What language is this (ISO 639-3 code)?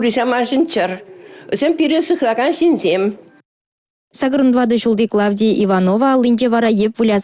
chv